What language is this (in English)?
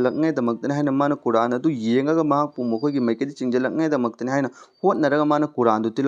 Manipuri